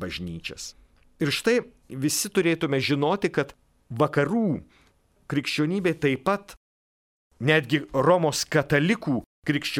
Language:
Lithuanian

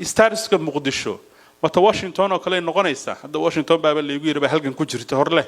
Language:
Somali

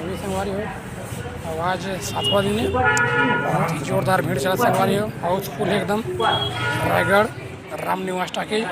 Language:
Chhattisgarhi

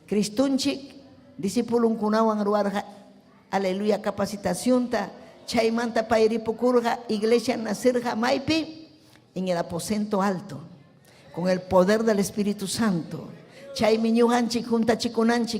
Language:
Ayacucho Quechua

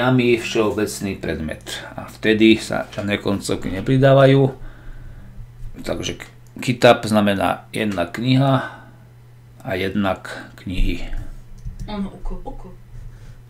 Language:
Slovak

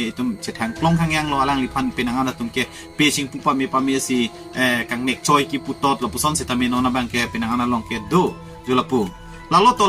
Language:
Karbi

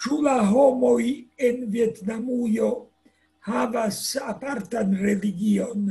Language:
Esperanto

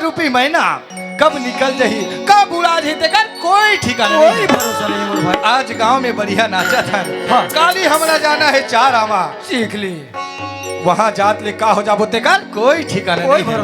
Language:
Chhattisgarhi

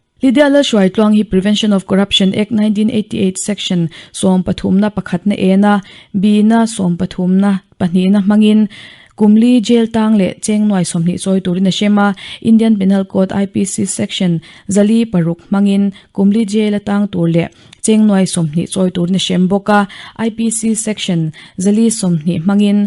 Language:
Mizo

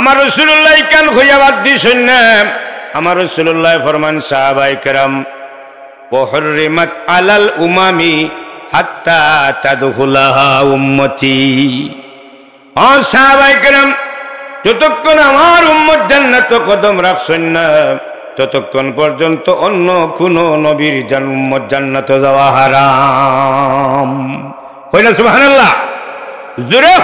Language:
Sylheti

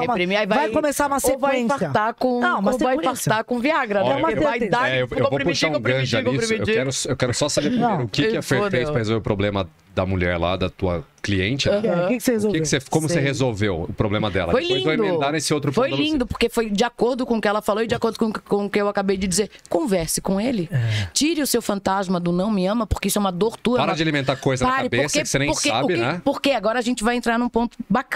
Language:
Portuguese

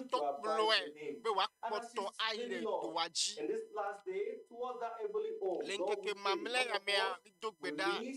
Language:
Ewe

